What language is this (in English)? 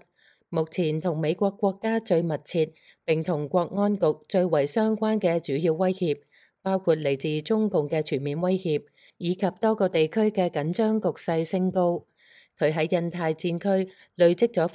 Cantonese